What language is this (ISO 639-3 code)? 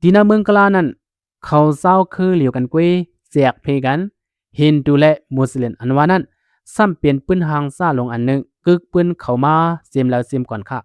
shn